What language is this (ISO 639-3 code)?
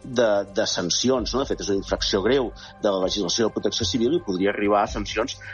cat